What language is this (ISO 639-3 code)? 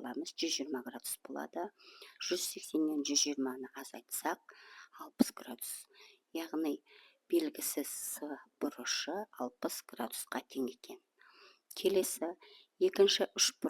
kaz